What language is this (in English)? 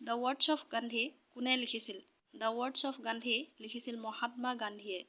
Assamese